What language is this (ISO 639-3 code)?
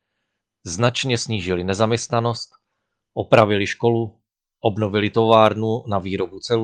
ces